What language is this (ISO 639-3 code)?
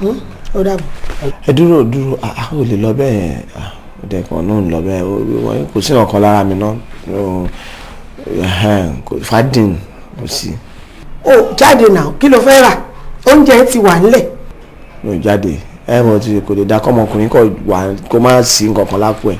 yor